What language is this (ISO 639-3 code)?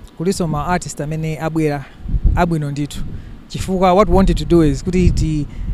nya